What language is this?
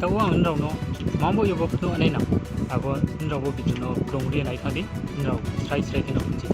Riang (India)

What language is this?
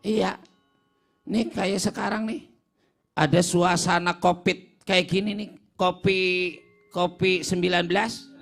Betawi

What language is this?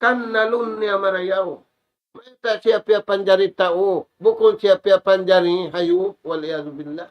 Tausug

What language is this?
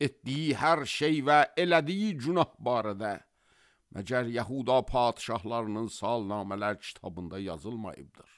Azerbaijani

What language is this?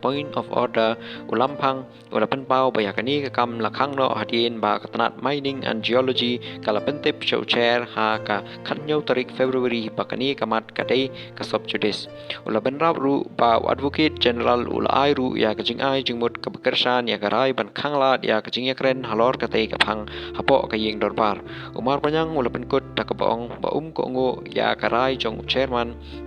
Khasi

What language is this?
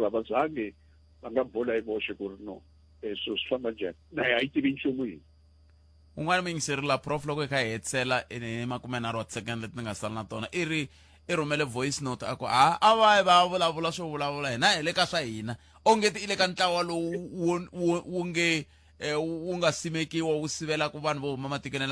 Tsonga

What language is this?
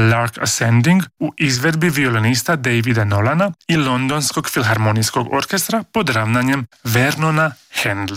Croatian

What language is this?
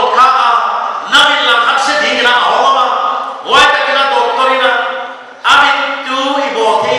Paite Chin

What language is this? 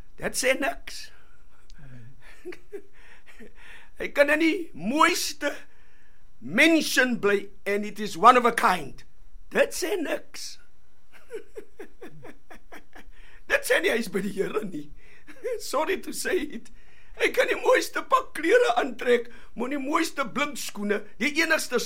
Afrikaans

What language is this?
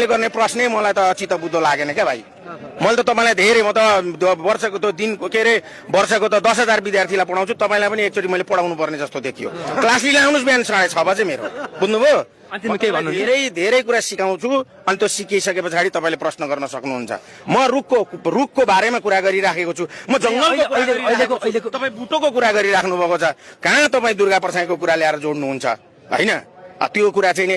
Nepali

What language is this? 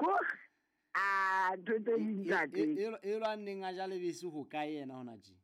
Southern Sotho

